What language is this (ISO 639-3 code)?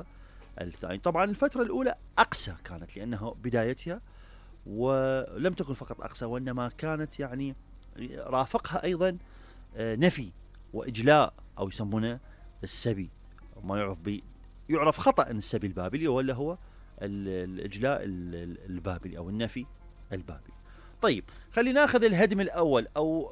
acm